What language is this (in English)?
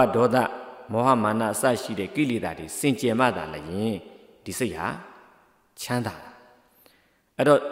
Burmese